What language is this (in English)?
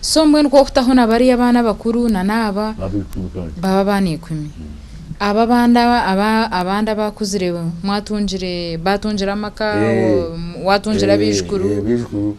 Nyankole